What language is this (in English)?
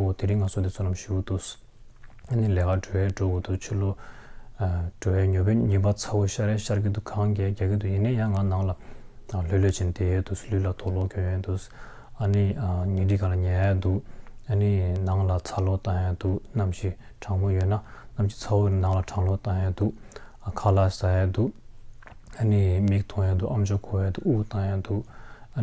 Tibetan